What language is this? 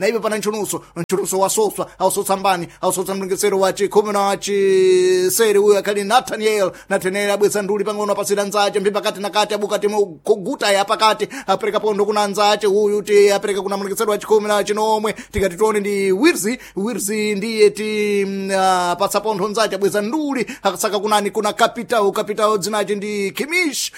Sena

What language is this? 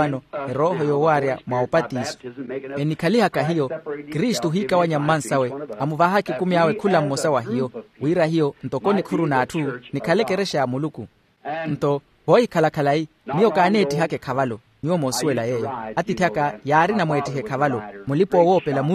Makhuwa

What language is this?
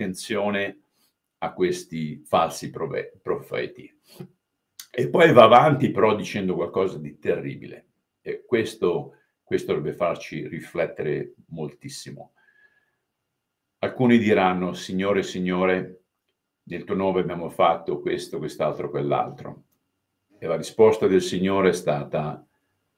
Italian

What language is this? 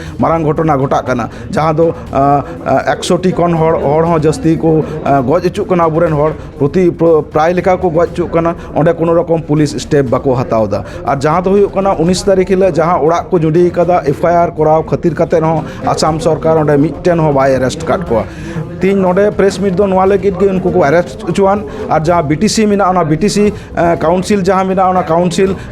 Santali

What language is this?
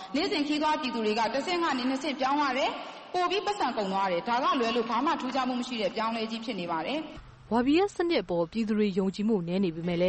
Burmese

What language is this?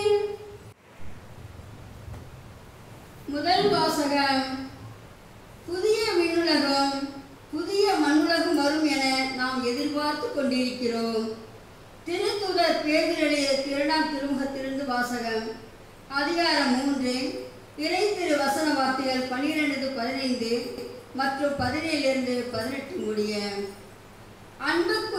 Tamil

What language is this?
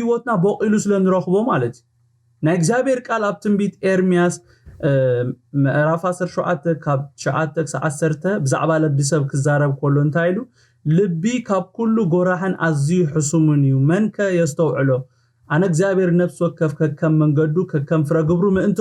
Tigrinya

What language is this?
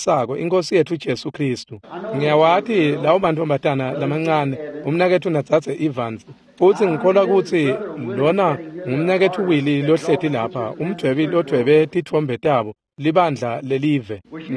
Swati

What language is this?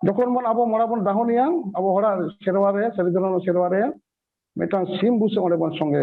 Santali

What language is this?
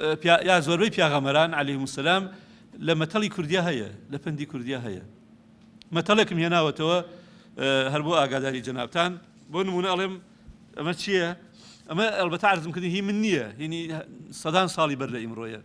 Central Kurdish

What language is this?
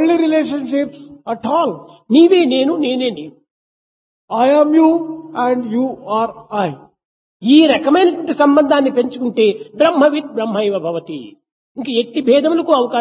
Telugu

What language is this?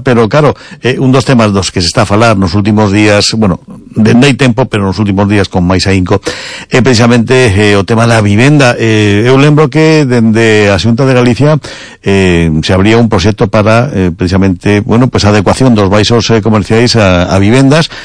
Galician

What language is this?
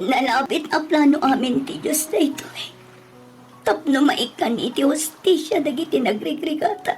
Iloko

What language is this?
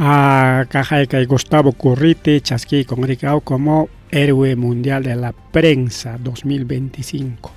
Ayacucho Quechua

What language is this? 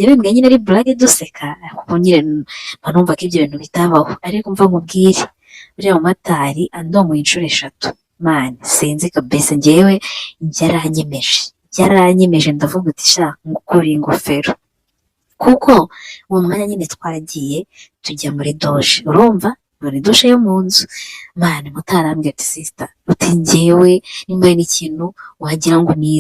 Kinyarwanda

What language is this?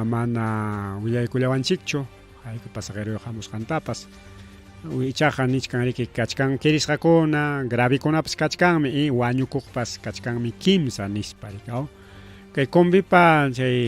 Ayacucho Quechua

